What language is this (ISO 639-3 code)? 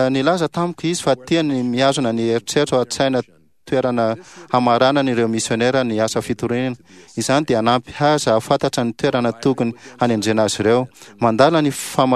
mlg